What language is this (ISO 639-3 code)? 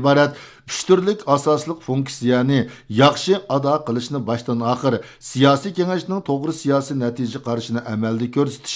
uig